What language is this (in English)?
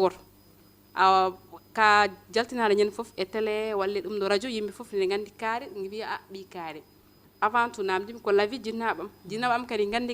Fula